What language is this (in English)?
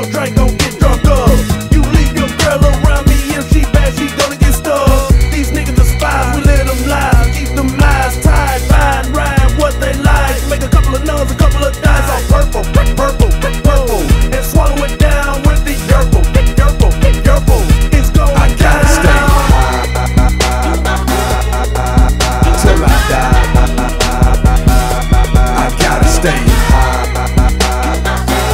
English